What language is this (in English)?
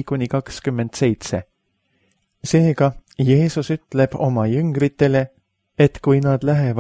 Estonian